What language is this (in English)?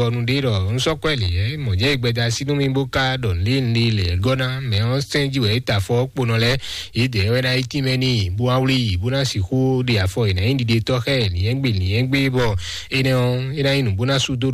Fon